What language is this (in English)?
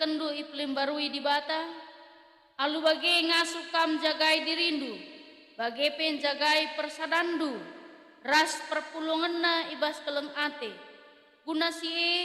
Batak Karo